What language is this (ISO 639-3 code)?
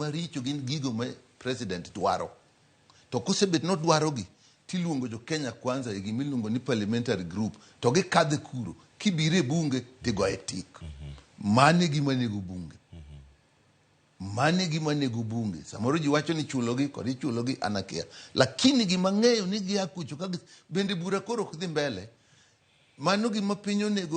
luo